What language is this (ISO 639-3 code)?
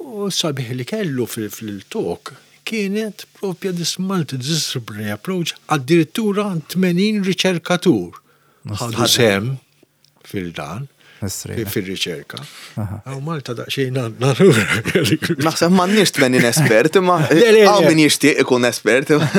mlt